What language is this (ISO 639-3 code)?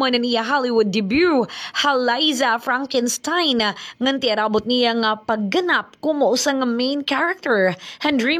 war